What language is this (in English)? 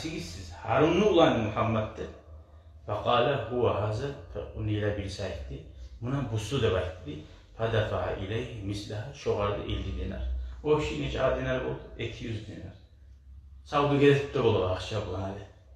Kumyk